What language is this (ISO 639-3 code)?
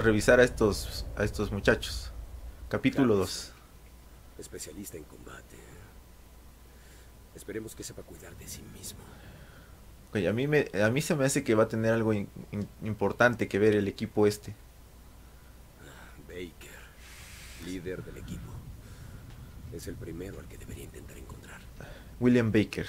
spa